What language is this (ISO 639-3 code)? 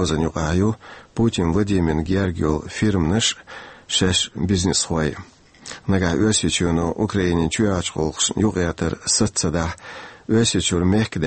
che